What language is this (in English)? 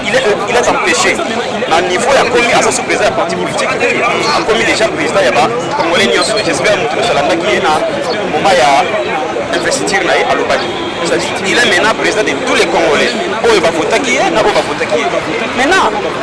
Lingala